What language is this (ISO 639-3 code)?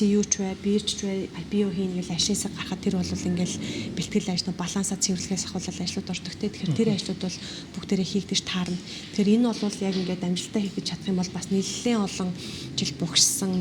mon